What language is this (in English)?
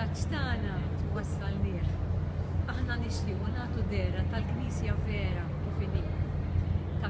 Maltese